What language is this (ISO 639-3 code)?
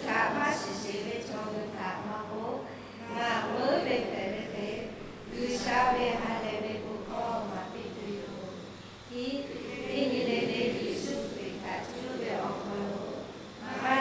lhu